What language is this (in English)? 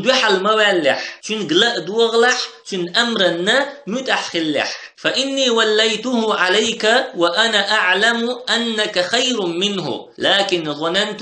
Chechen